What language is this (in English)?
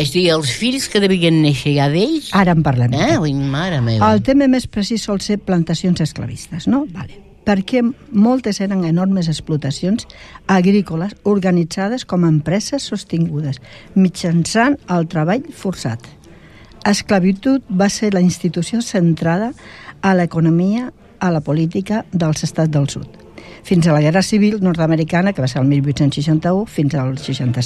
Catalan